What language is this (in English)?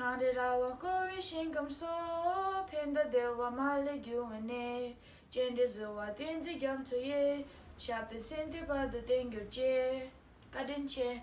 Tibetan